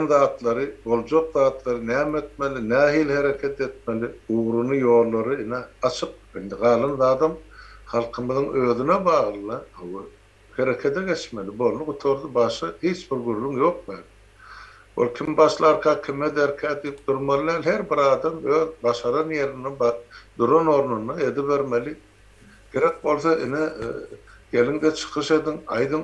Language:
Turkmen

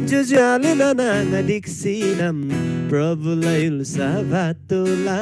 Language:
Eastern Tamang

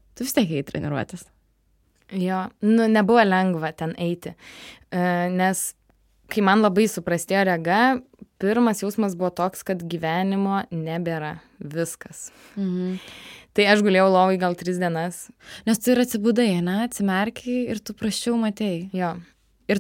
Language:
Lithuanian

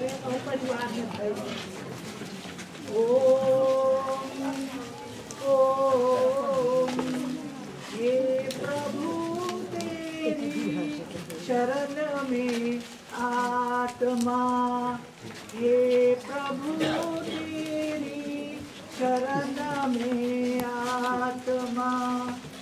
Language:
Hindi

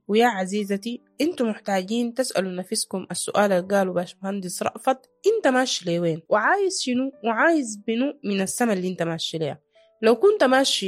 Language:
Sudanese Arabic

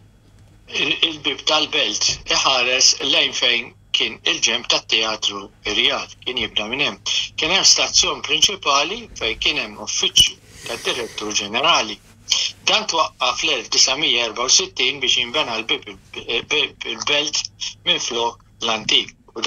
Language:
Maltese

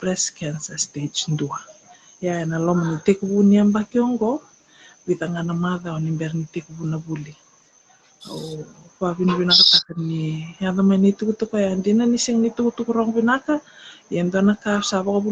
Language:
Fijian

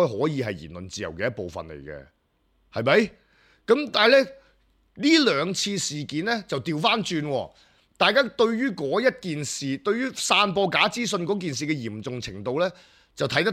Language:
Cantonese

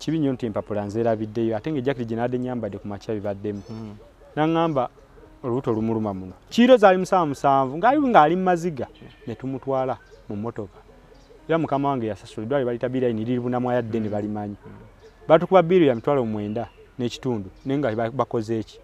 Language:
Ganda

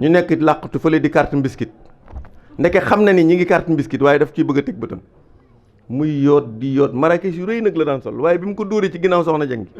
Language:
Wolof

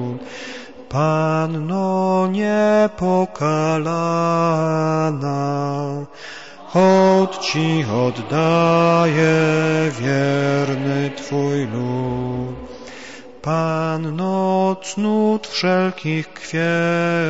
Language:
Polish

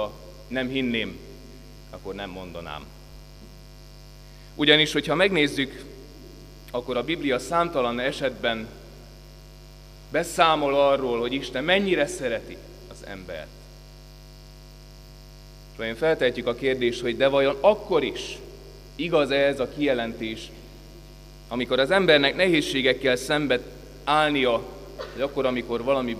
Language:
Hungarian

